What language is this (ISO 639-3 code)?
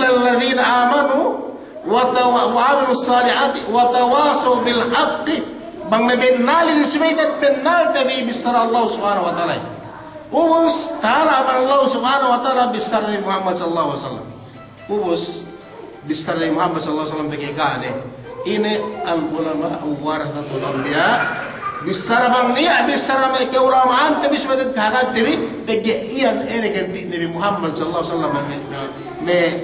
yka